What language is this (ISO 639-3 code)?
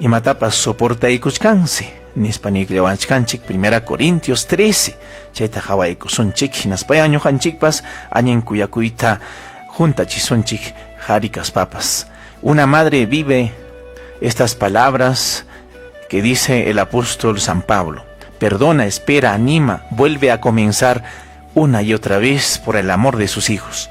quy